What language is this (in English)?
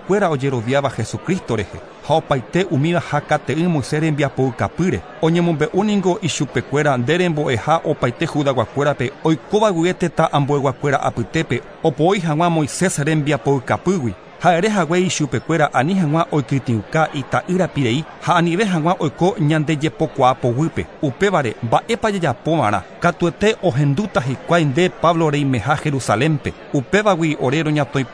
Guarani